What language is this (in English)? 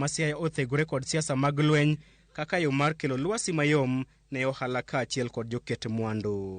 Luo (Kenya and Tanzania)